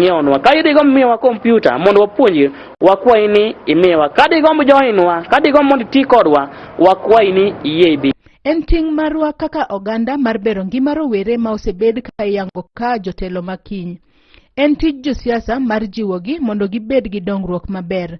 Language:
Luo (Kenya and Tanzania)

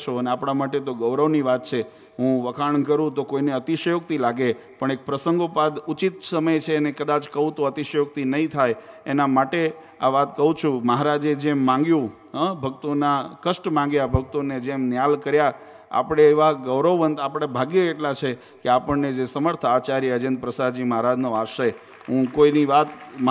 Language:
Gujarati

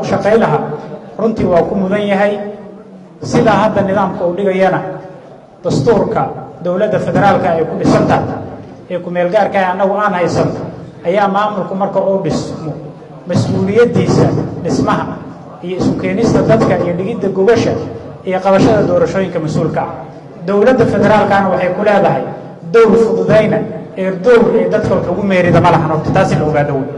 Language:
Somali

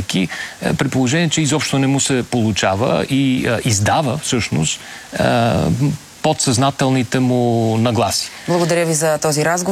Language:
Bulgarian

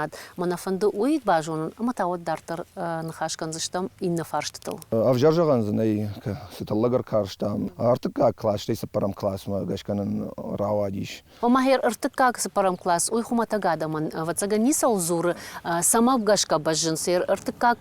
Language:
Ossetic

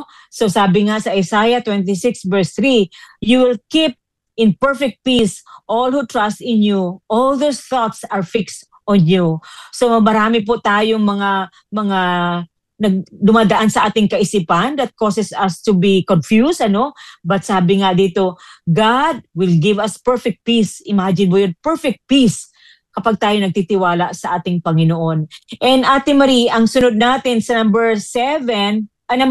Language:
Filipino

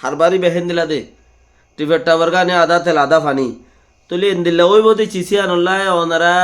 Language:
Rohingya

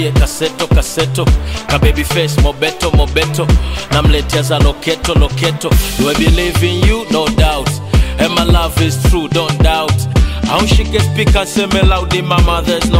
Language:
Swahili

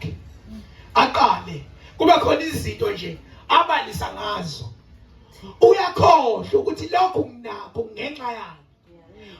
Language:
Zulu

